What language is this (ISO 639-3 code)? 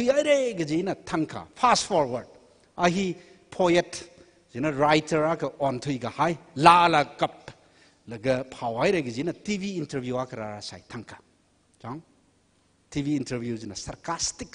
nmf